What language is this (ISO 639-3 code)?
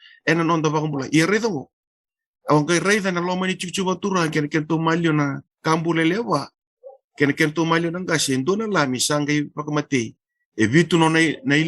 fij